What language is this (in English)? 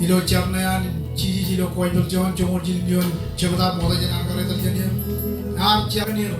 Marshallese